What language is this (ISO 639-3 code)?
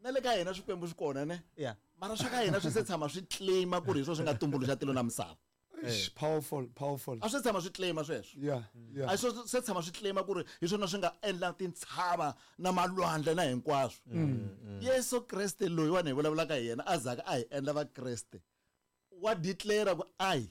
tso